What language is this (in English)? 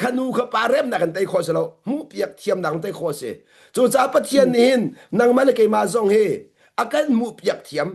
Hakha Chin